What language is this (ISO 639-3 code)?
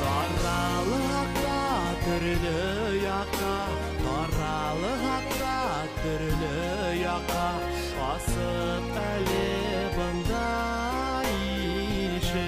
bak